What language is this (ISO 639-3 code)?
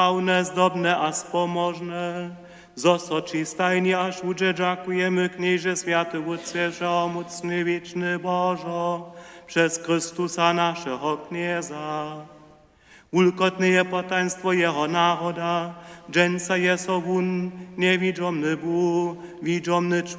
hsb